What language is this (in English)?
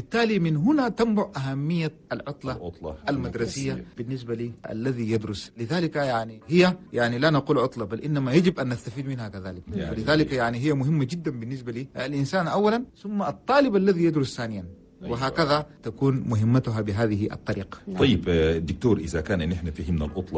Chadian Arabic